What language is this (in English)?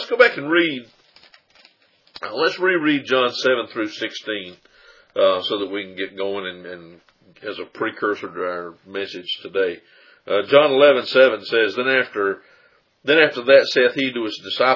English